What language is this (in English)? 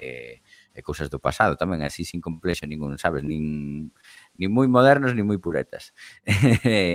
Galician